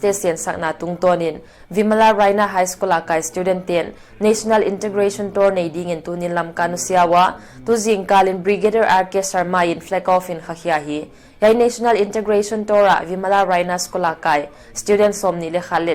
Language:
Paite Chin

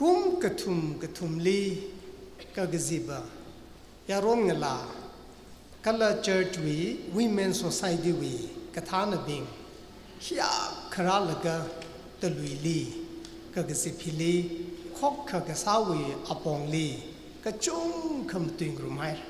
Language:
Tangkhul Naga (India)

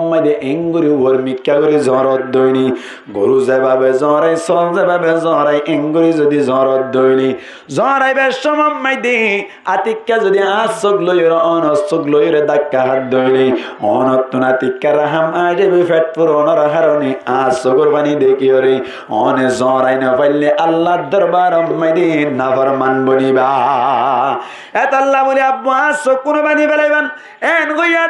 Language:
Rohingya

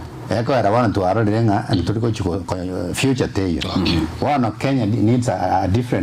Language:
Gusii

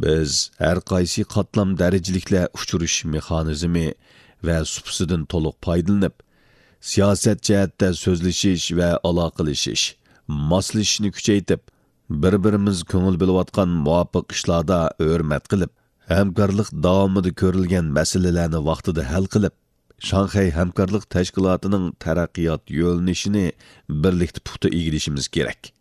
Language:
Uyghur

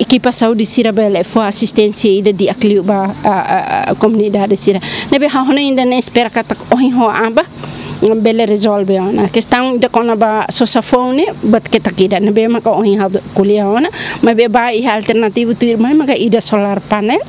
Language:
Tetum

